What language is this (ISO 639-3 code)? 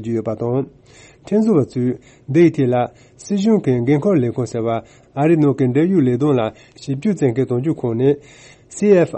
bod